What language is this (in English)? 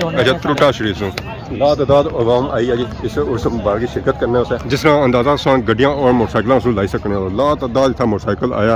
Pahari-Potwari